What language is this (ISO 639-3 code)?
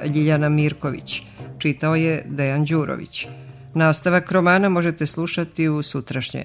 srp